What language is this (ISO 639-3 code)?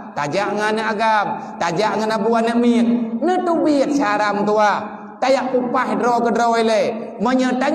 ace